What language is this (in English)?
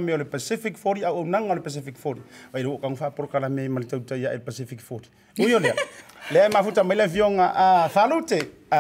Samoan